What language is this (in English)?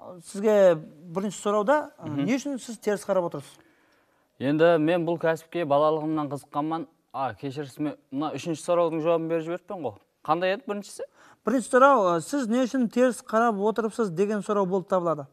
Kara-Kalpak